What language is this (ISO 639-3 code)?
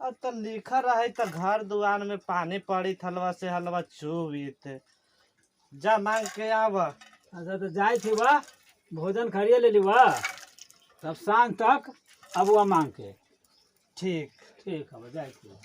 mag